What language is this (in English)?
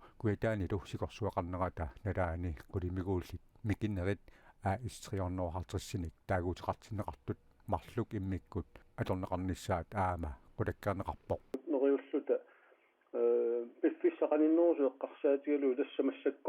Kalaallisut